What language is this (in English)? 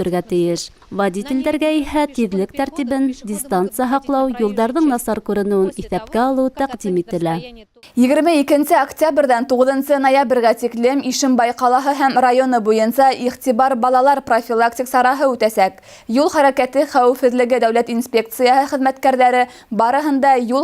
Bashkir